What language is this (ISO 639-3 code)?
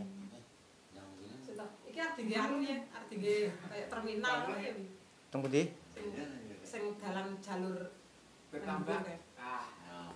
jav